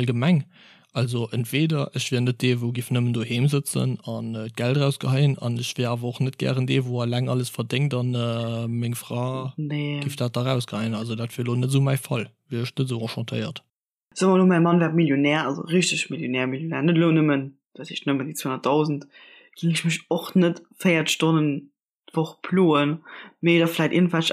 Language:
Luxembourgish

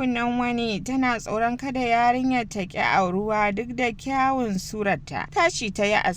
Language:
Hausa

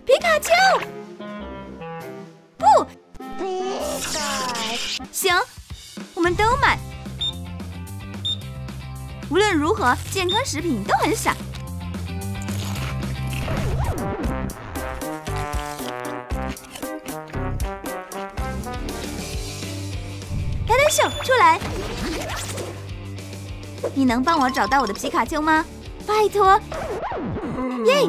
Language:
Chinese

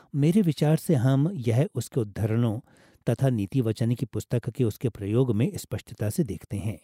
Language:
Hindi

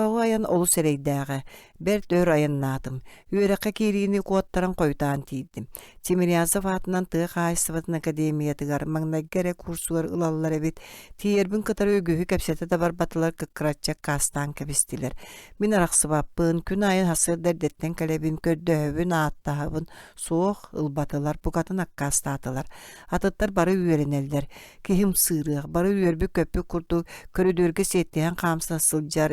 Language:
Yakut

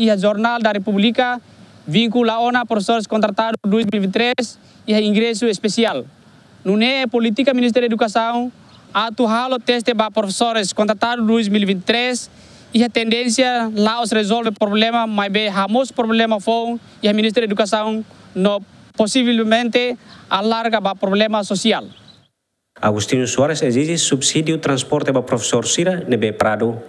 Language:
Tetum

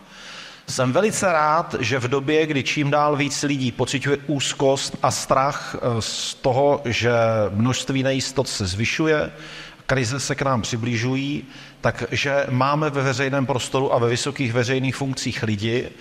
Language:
Czech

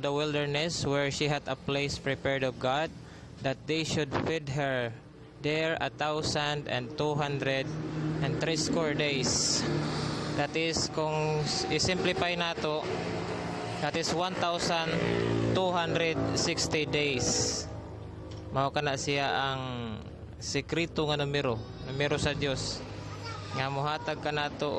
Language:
Cebuano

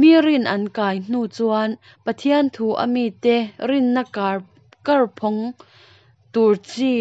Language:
Mizo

